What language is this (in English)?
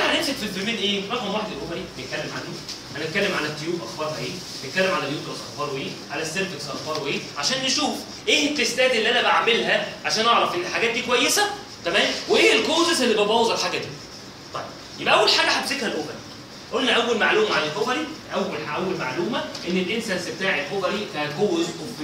Egyptian Arabic